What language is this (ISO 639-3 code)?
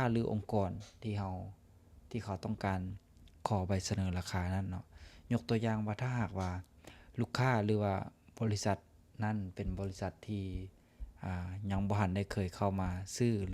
lao